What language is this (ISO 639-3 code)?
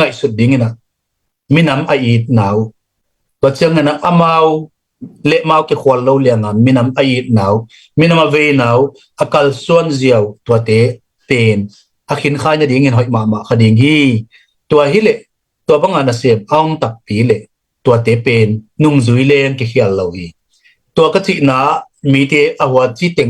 ctd